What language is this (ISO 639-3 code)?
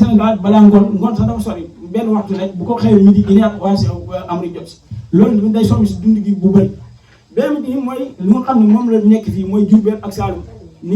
wol